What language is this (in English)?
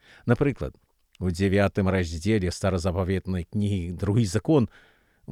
Belarusian